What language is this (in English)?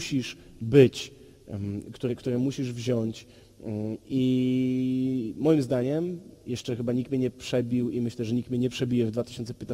Polish